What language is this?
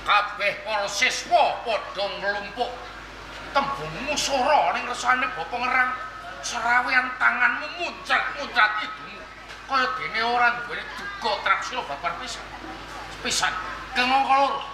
Javanese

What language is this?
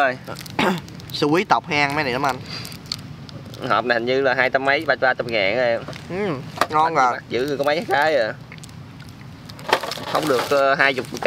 Vietnamese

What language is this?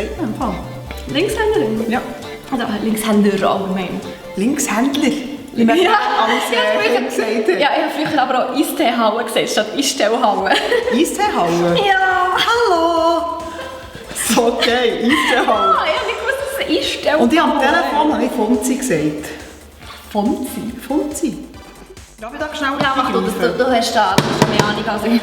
Swiss German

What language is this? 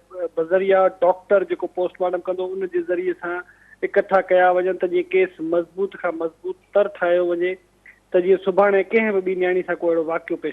Sindhi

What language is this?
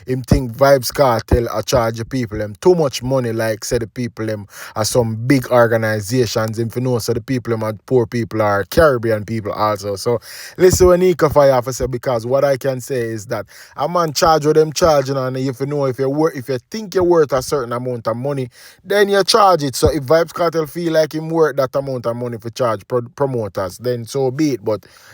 Jamaican Creole English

